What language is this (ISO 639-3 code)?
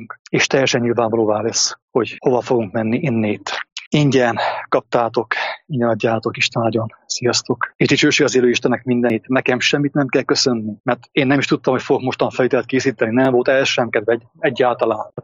hun